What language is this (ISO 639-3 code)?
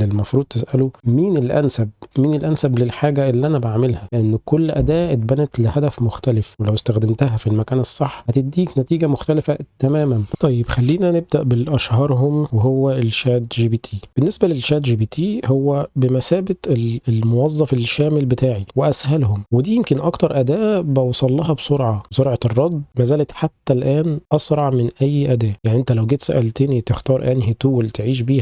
arz